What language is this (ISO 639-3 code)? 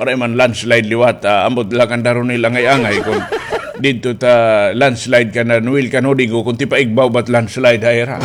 war